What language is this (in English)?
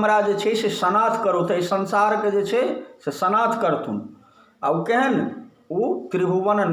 Maithili